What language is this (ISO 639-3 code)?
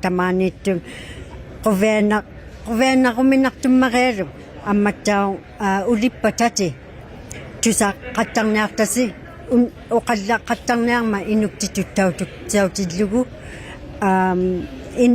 iku